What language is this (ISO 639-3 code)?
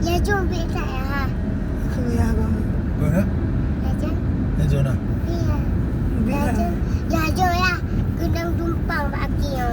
ace